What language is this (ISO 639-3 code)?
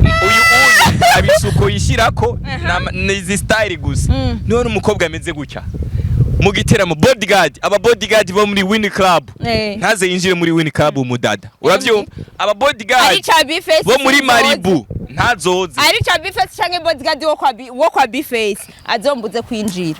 run